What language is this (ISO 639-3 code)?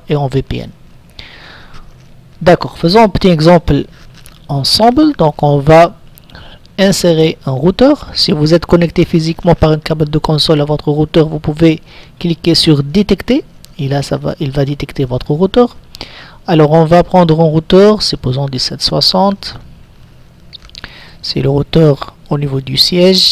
fra